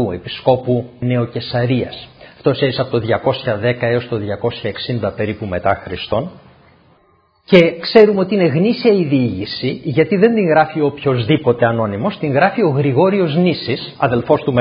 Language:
Greek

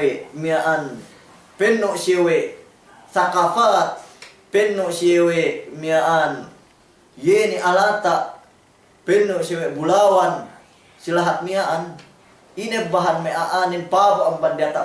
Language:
Yakan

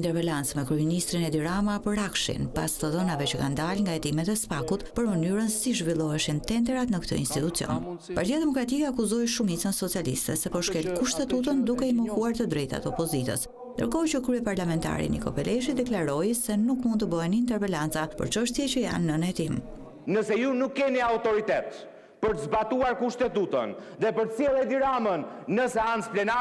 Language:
Albanian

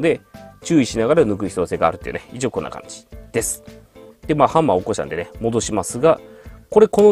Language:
Japanese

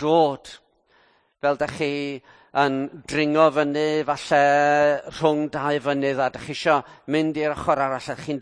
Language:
Welsh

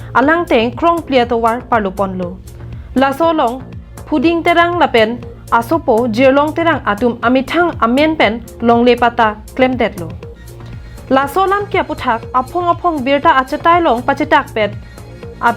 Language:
Karbi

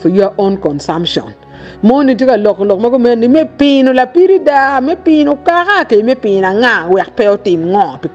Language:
Acoli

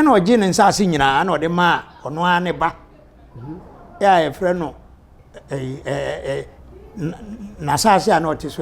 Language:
Akan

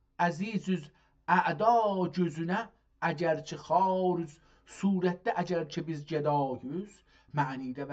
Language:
South Azerbaijani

